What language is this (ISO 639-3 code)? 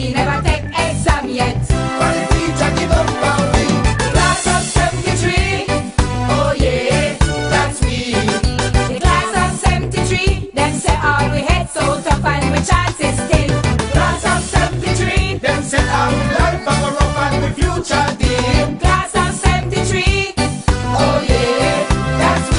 jam